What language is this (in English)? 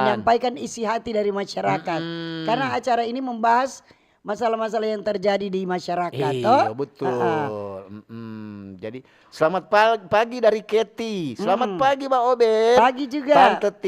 Manado Malay